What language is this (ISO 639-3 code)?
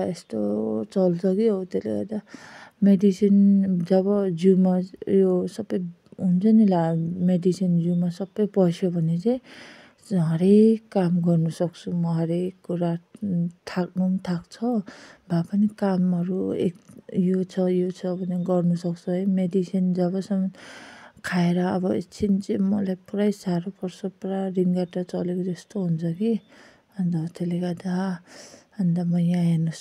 nep